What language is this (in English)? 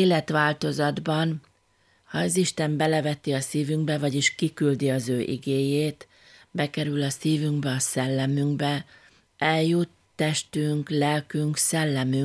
Hungarian